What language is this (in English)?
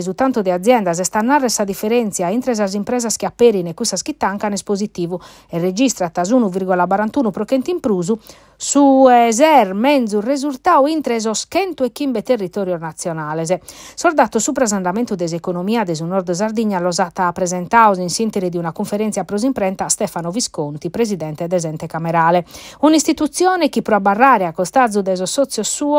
Sardinian